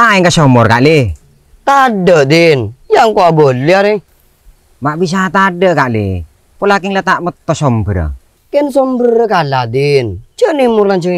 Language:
Madurese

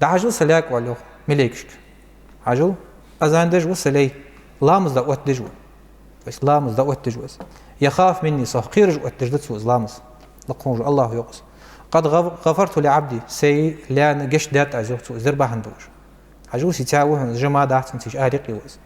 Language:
Ingush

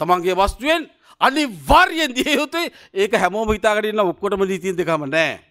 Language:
Sinhala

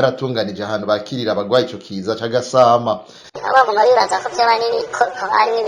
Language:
Rundi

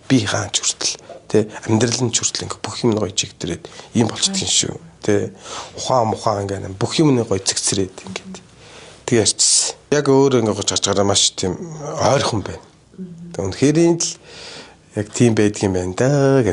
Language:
Mongolian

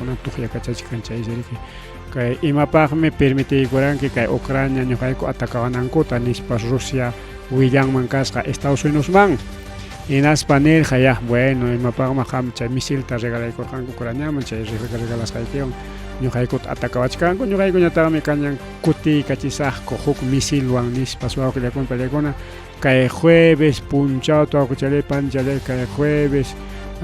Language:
Ayacucho Quechua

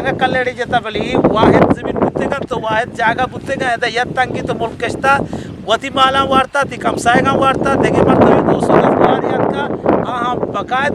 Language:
Eastern Balochi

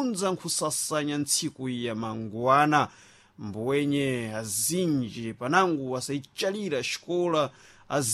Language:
Sena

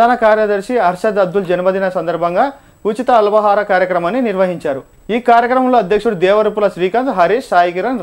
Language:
Telugu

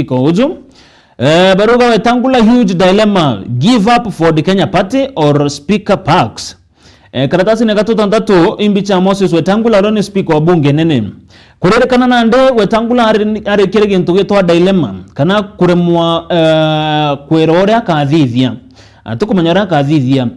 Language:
Meru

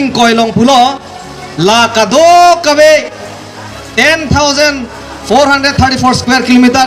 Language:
Karbi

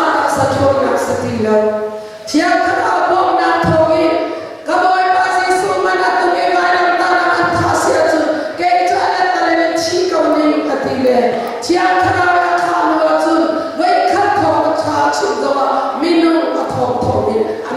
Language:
Hakha Chin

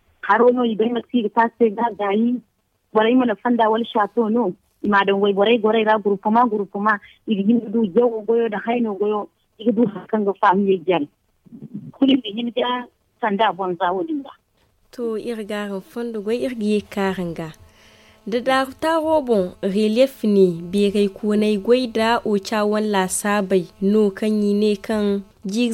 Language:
Zarma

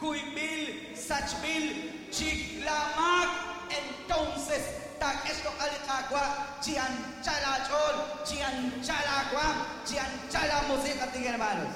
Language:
Kekchí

